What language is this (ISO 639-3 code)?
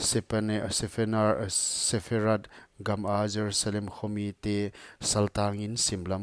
pck